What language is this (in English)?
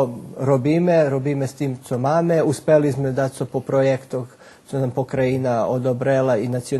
Rusyn